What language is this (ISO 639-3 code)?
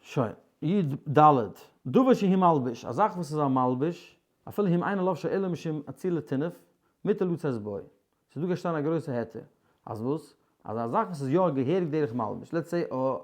yid